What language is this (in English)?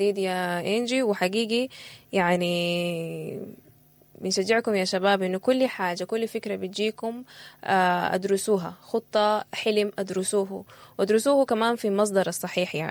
Sudanese Arabic